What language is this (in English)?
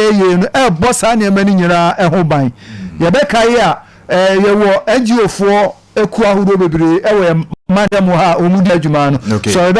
Akan